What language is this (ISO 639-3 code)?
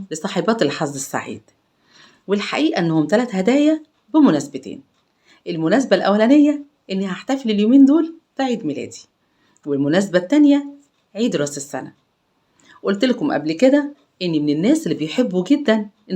arz